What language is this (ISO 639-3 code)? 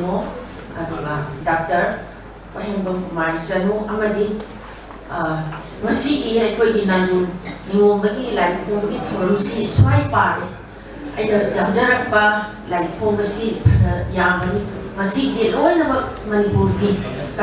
mni